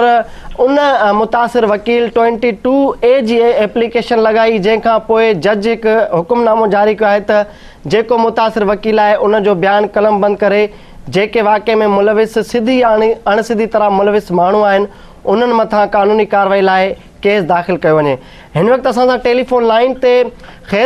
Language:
Sindhi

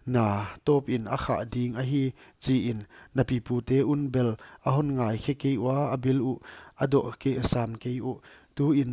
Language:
Paite Chin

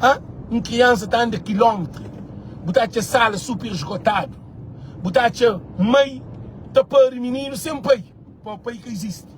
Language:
Kabuverdianu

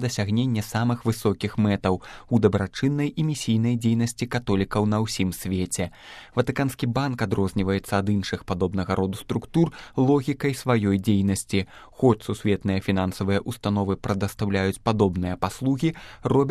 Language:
Belarusian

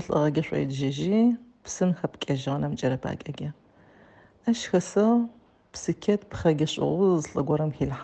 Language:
Adyghe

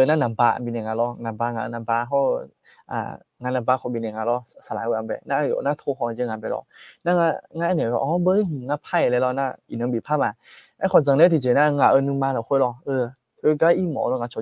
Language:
Akha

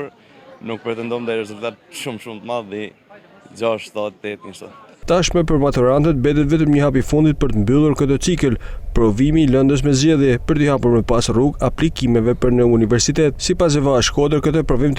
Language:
Albanian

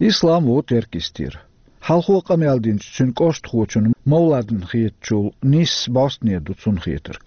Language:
Chechen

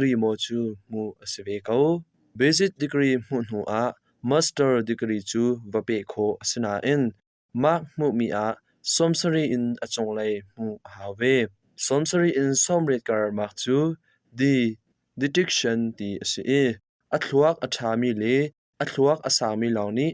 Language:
Hakha Chin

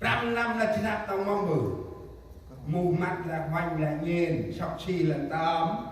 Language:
Central Mnong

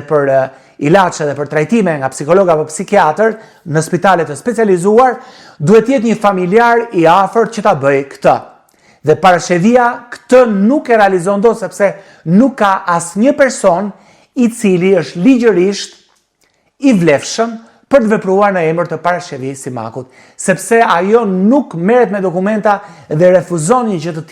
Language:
Albanian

